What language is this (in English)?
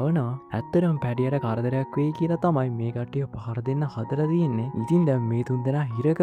Sinhala